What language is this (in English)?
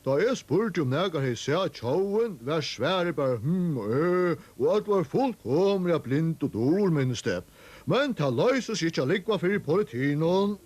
Faroese